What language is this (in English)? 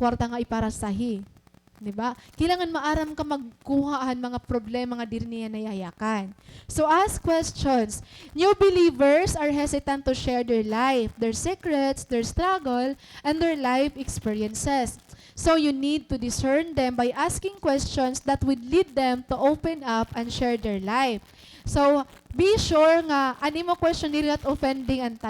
Waray